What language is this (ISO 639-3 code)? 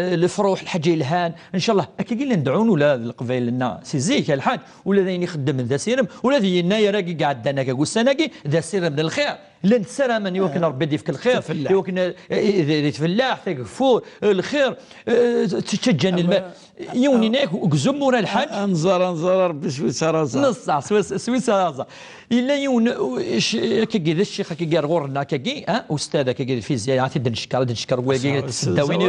kab